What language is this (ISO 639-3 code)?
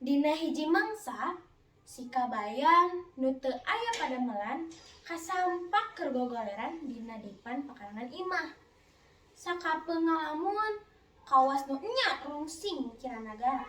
sun